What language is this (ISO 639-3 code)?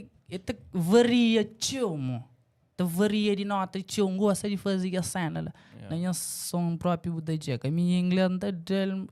kea